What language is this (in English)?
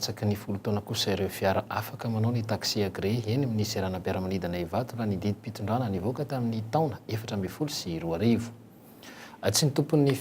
Malagasy